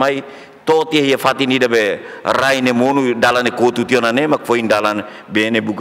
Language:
Tetum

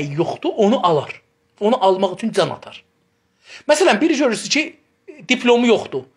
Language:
South Azerbaijani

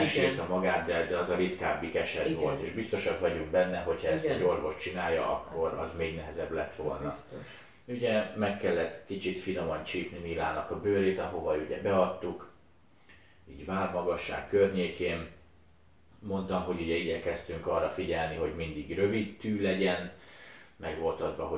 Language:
Hungarian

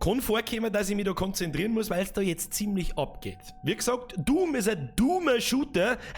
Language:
Bavarian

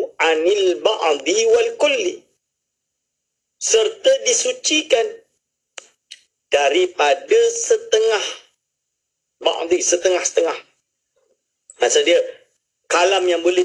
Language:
Malay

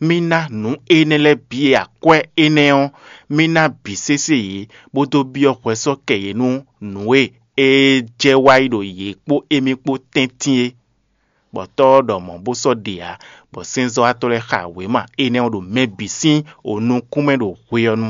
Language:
Fon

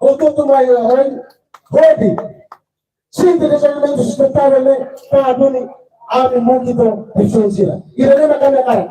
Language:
Tetum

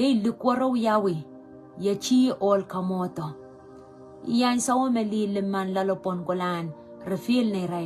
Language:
Pohnpeian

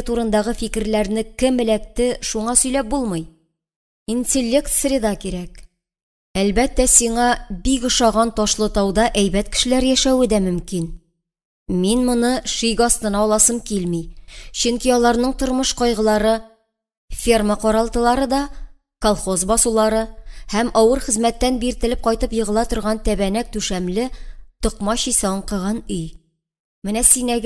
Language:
Tatar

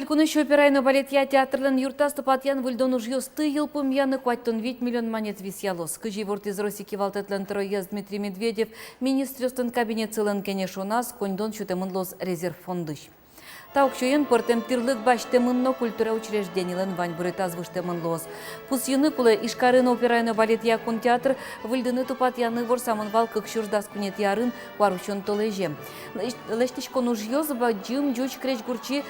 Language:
Udmurt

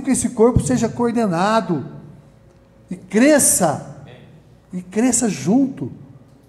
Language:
Portuguese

